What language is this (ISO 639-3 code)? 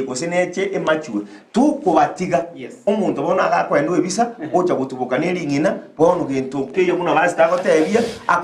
guz